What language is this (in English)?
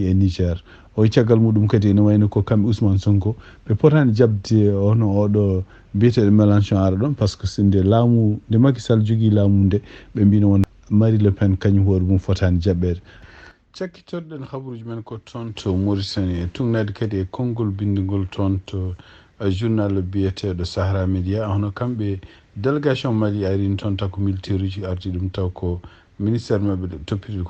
Fula